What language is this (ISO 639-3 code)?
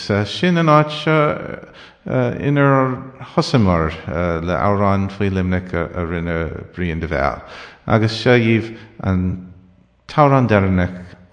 gle